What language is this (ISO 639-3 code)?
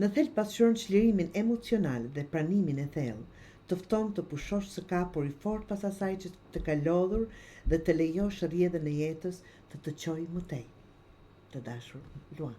sqi